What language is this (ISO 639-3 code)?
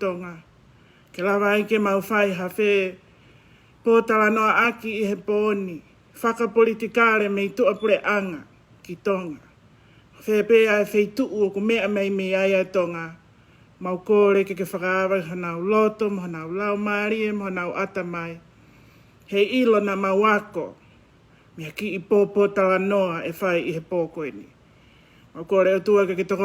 ton